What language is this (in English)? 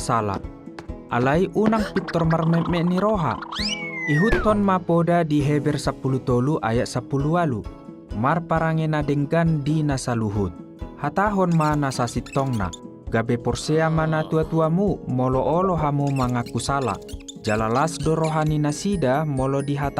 Batak Toba